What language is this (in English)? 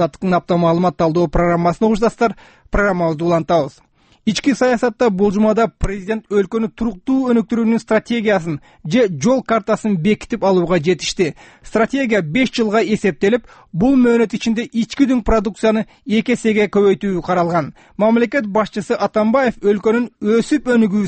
Kyrgyz